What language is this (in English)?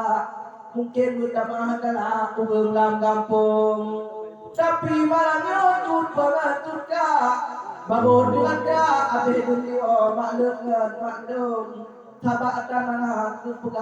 Achinese